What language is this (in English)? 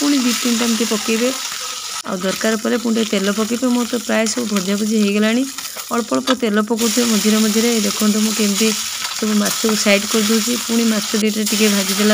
Odia